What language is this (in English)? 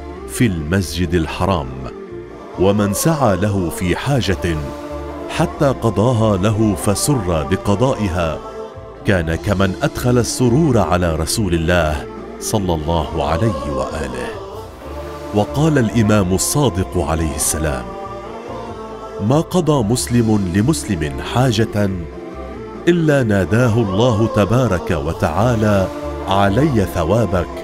Arabic